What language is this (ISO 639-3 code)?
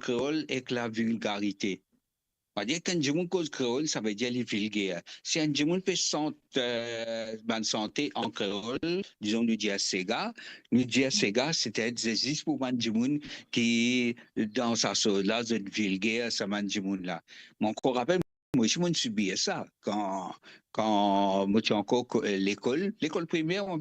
mfe